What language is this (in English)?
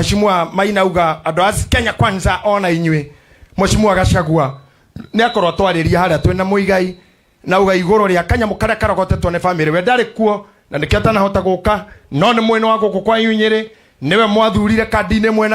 Kikuyu